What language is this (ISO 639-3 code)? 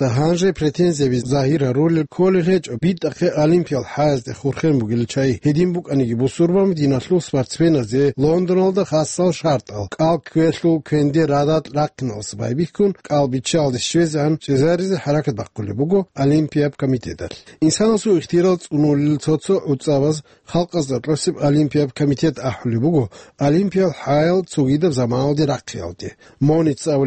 ava